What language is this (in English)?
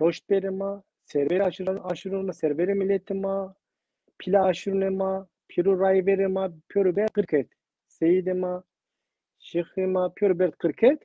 Zaza